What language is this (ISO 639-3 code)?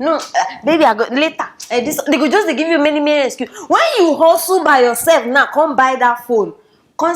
pcm